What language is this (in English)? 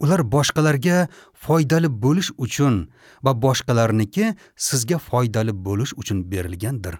Uzbek